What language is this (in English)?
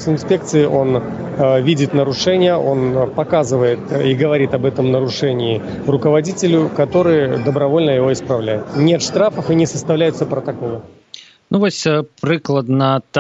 Belarusian